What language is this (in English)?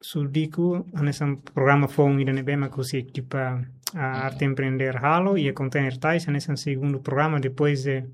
Tetum